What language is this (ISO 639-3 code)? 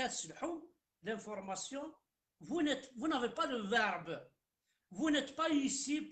kab